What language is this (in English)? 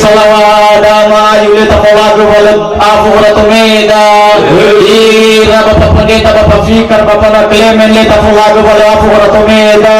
Nias